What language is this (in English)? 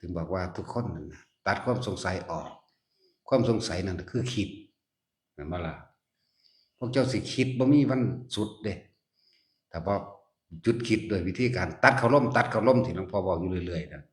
Northeastern Thai